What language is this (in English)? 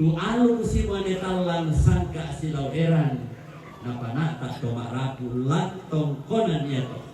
Toraja-Sa'dan